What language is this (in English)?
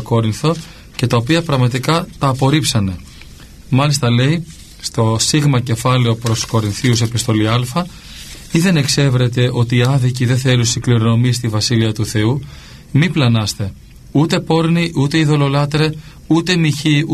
Greek